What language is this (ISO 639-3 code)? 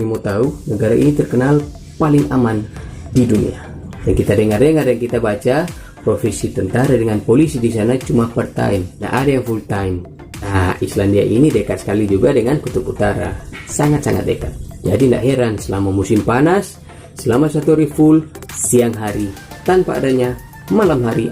xmm